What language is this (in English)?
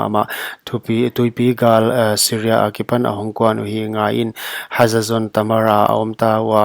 Paite Chin